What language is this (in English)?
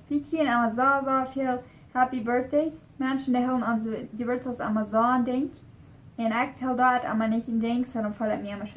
Plautdietsch